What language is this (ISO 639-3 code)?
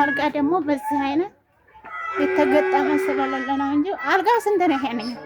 amh